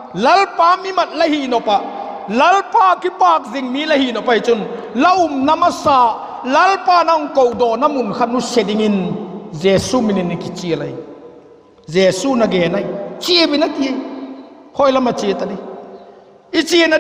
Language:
Vaiphei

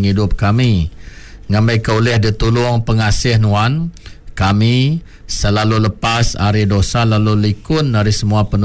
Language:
Iban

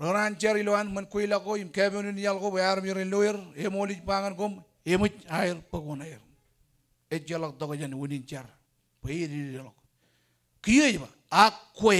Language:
Marshallese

